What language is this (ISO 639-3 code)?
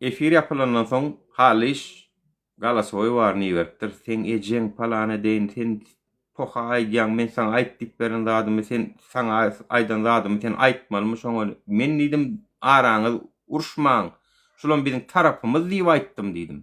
tuk